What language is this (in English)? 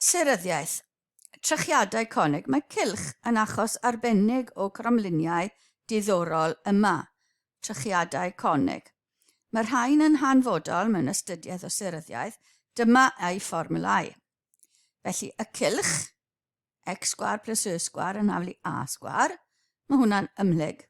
Welsh